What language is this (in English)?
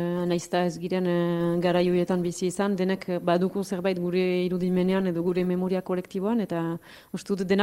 Basque